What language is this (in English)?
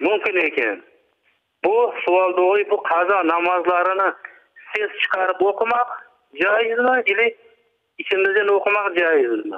Crimean Tatar